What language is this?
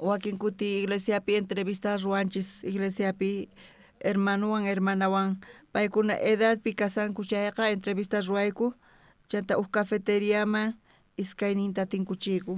South Bolivian Quechua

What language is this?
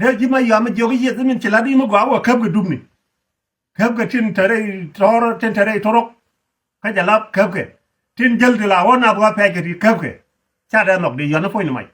Nuer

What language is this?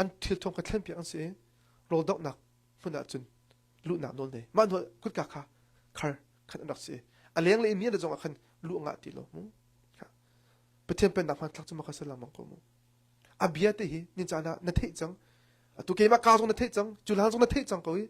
Hakha Chin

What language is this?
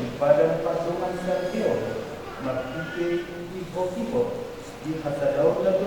Batak Toba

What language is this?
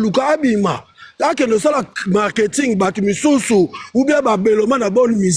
Lingala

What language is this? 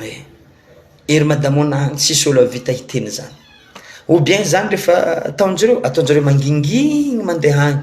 Malagasy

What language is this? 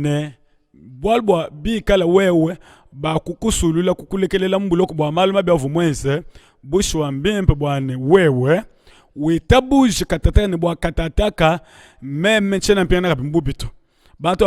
Luba-Lulua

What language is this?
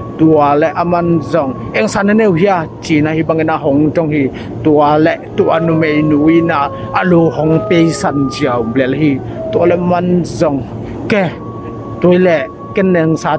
Tedim Chin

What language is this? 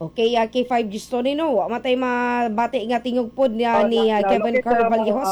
Cebuano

